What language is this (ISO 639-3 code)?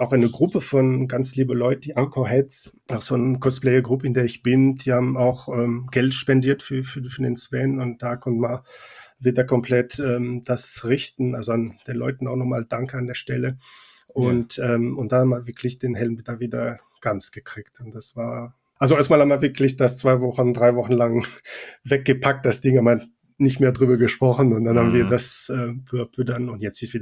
deu